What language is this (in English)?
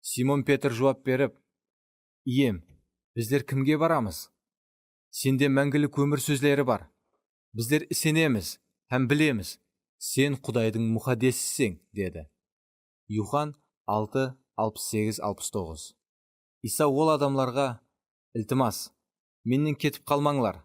Kara-Kalpak